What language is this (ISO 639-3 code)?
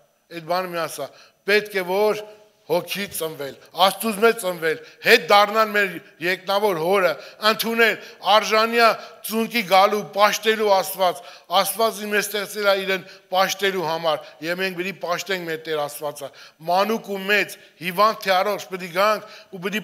hye